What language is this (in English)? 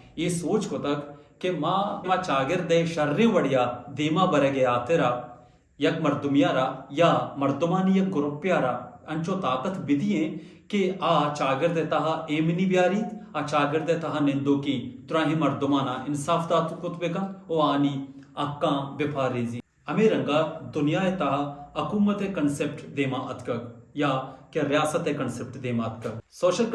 Baluchi